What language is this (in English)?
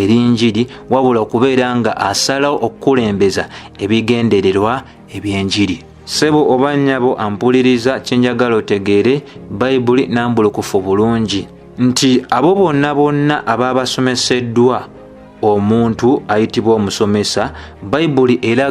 Ganda